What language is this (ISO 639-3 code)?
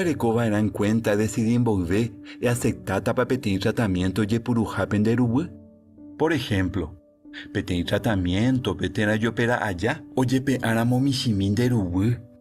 grn